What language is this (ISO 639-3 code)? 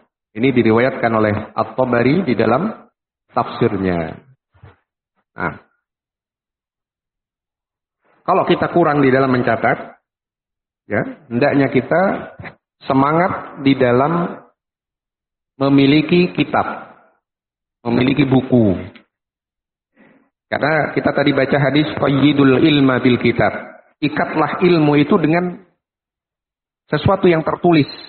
ind